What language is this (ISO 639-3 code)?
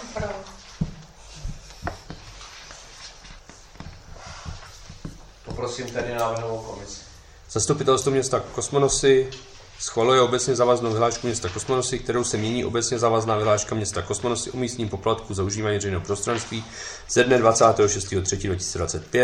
ces